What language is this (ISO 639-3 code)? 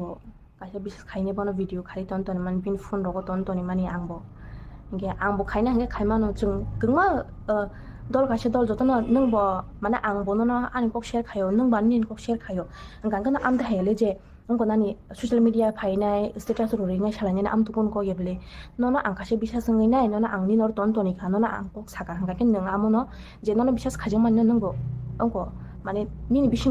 trp